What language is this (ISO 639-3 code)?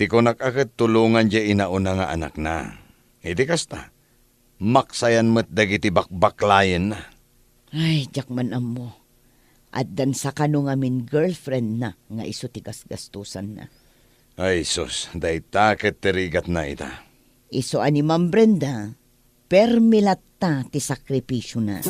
ilo